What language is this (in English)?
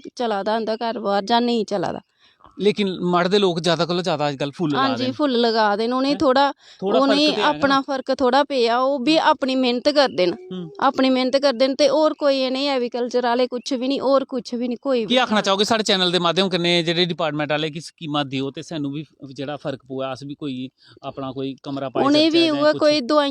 Dogri